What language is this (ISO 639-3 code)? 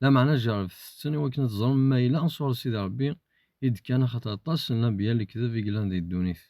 kab